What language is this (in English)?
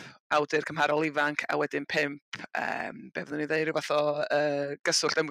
Welsh